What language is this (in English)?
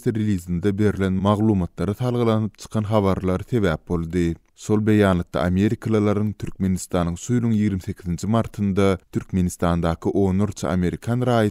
Turkmen